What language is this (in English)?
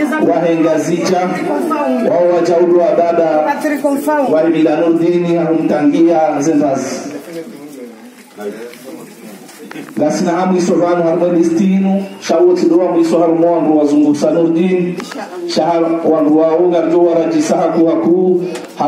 Ngazidja Comorian